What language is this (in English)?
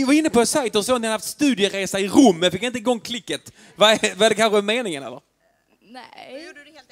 Swedish